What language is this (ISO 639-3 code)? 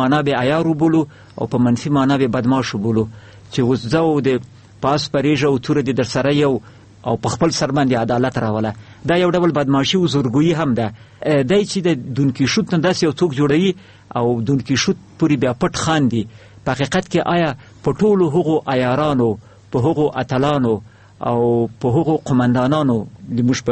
pus